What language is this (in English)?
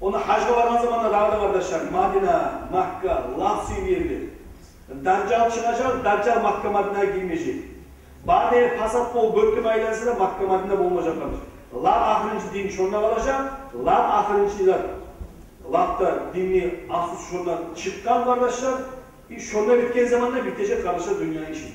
Kumyk